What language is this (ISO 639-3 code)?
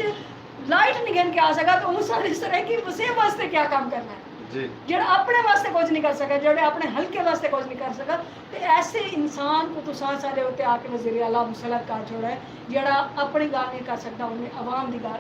skr